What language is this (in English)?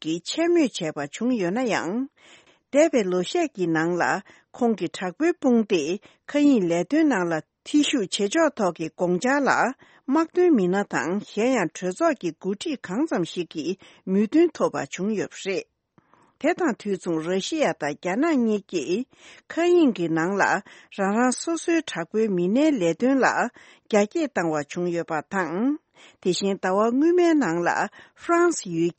Tibetan